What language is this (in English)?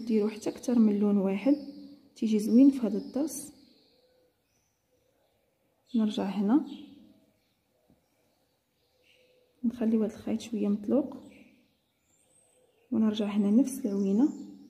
Moroccan Arabic